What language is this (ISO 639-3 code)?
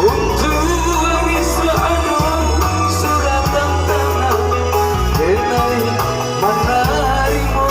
min